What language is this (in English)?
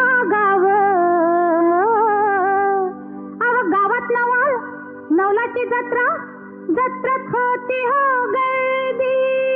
Marathi